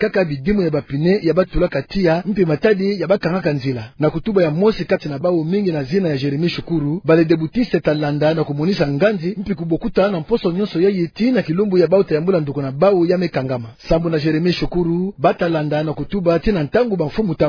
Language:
Kituba (Democratic Republic of Congo)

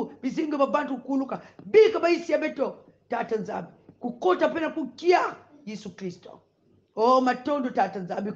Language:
Kongo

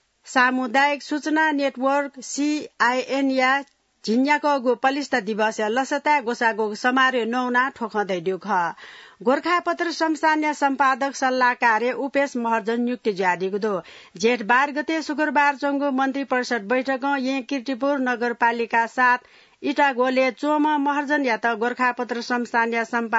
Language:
Newari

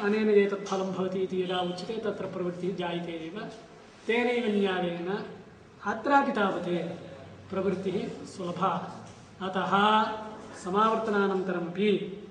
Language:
Sanskrit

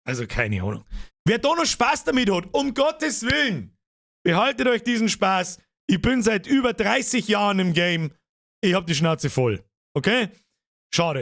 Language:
Bavarian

